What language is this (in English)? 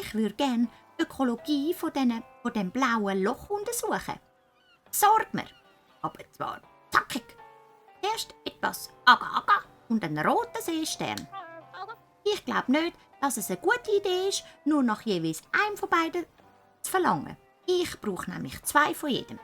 Swiss German